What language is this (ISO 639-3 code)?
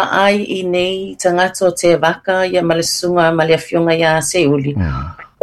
smo